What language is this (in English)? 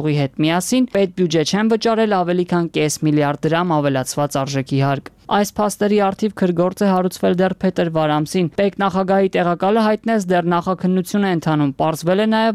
Armenian